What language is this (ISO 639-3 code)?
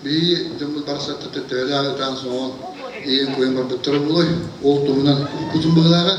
sah